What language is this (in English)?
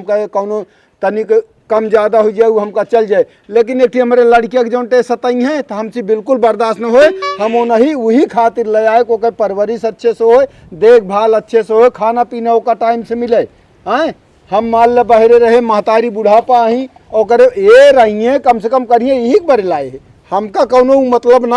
Awadhi